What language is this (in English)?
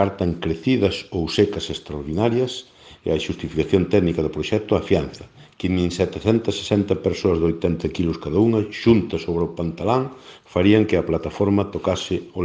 Galician